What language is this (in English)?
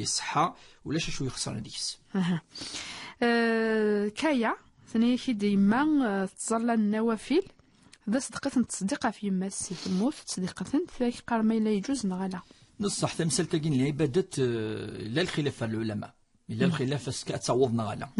Kabyle